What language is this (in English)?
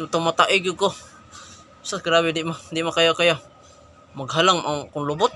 Cebuano